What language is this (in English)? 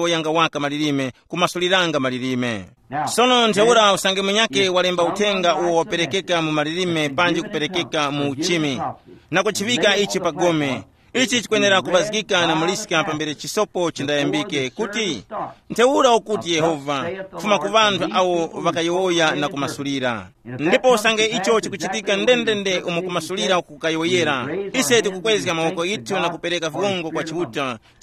Tumbuka